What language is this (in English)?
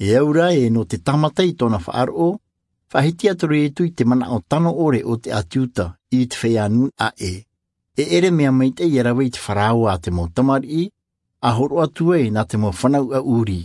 Tahitian